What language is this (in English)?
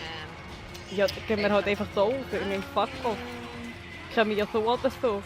Swiss German